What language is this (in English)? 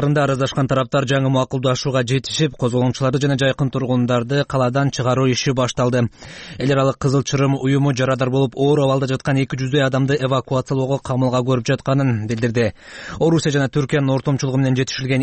Kyrgyz